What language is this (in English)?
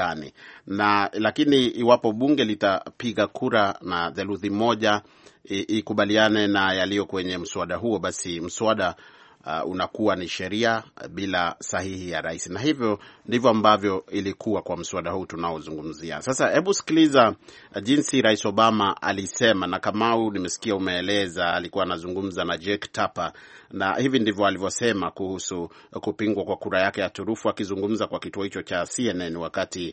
Swahili